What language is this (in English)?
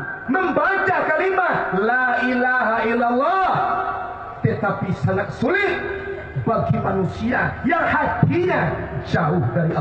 Minangkabau